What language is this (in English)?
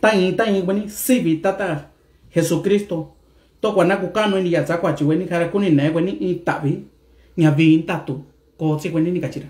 Mixtepec Mixtec